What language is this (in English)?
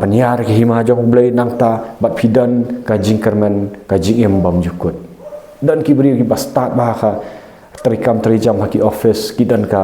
Khasi